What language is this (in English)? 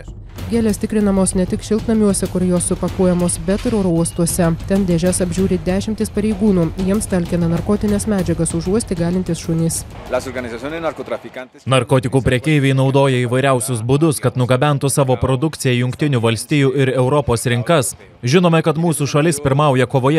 Lithuanian